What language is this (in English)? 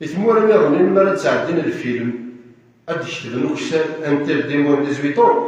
Kabyle